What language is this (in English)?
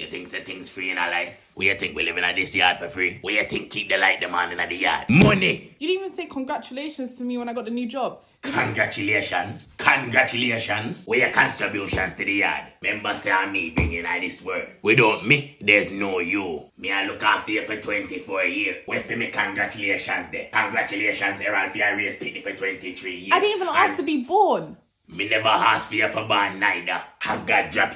Jamaican Creole English